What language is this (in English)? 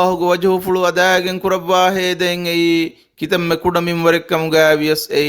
Divehi